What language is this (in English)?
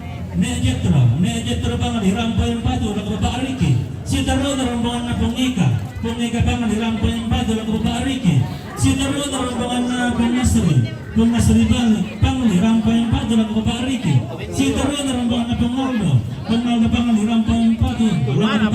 Toraja-Sa'dan